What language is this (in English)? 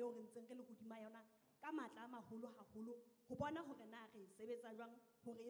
Southern Sotho